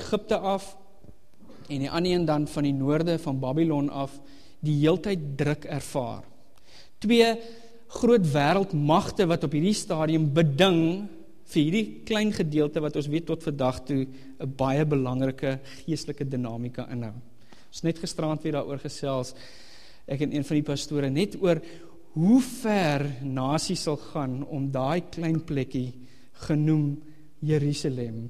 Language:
Afrikaans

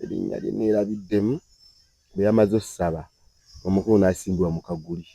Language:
Ganda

